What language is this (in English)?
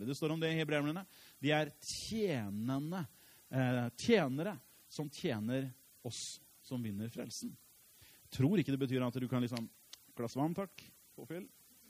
Norwegian